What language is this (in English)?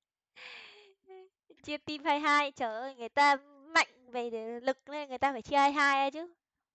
Vietnamese